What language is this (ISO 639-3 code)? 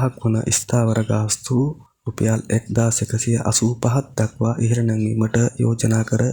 sin